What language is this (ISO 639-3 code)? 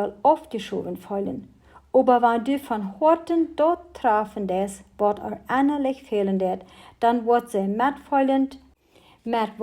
pdt